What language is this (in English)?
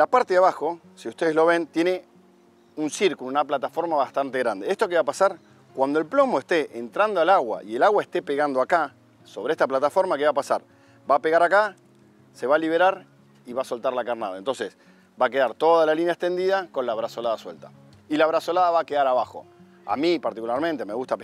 Spanish